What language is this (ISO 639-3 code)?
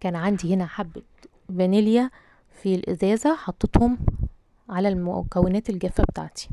arz